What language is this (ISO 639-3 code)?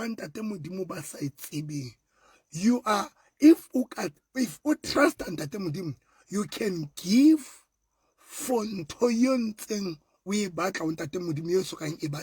sot